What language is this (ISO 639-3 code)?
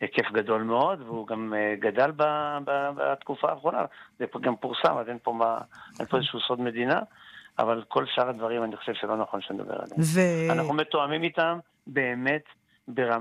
heb